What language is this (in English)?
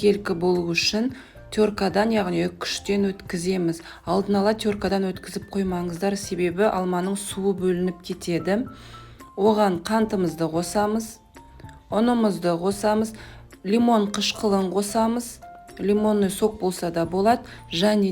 Kazakh